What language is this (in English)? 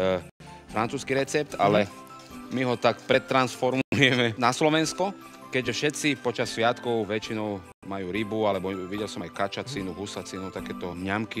Slovak